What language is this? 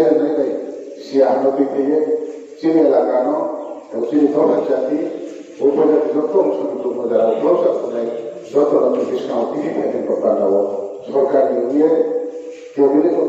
Riang (India)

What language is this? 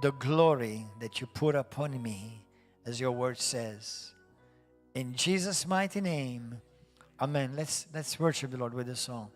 English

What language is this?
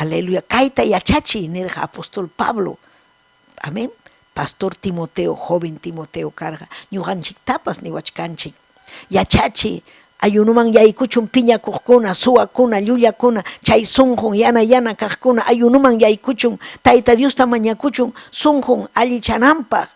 Ayacucho Quechua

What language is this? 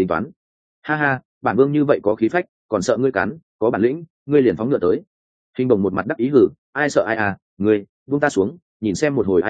Vietnamese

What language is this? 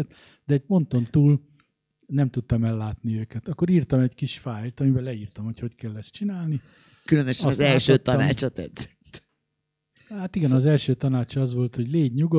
Hungarian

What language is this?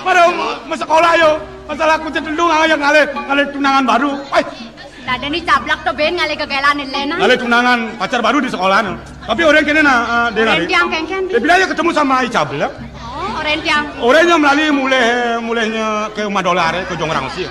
Balinese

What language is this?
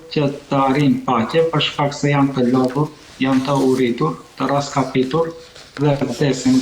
Albanian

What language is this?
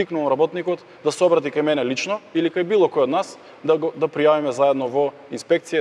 Macedonian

